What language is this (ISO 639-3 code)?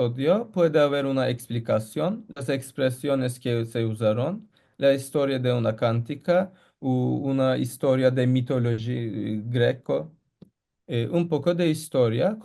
lad